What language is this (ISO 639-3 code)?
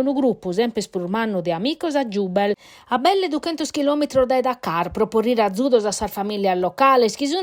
srd